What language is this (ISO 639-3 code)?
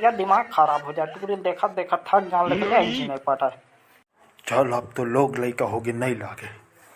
hne